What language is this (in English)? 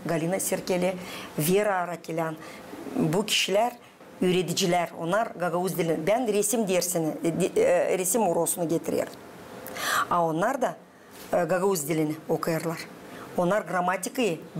Gagauz